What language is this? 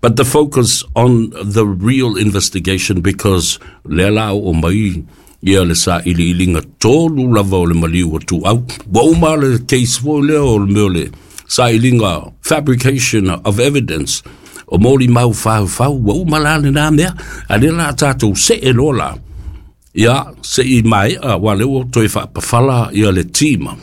Samoan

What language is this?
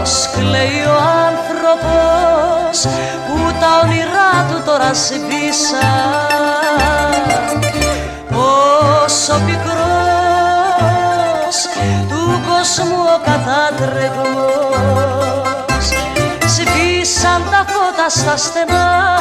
Greek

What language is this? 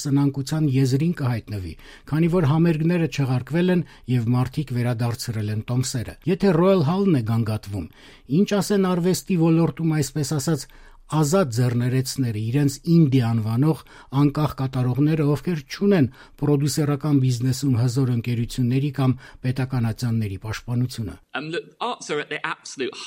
Armenian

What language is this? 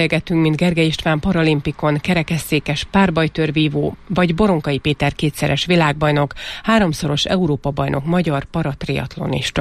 Hungarian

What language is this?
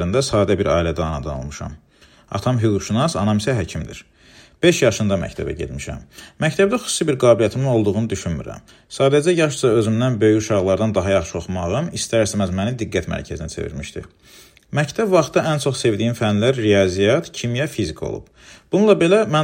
Azerbaijani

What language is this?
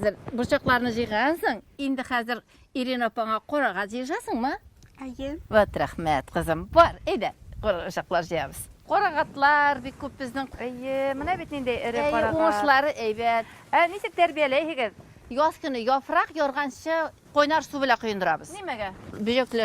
Bashkir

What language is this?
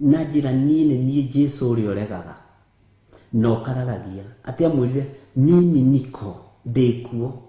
Kikuyu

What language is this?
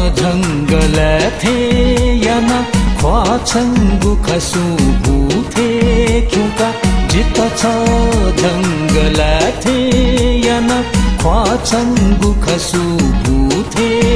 Newari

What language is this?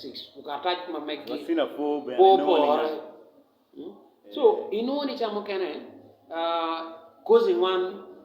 Acoli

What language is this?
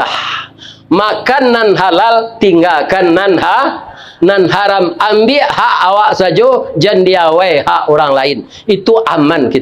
Minangkabau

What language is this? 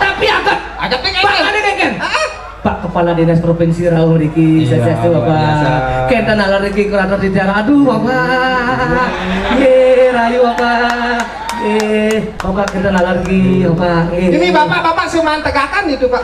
Balinese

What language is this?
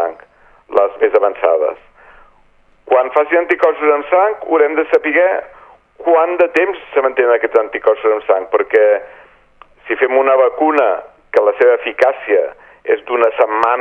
Catalan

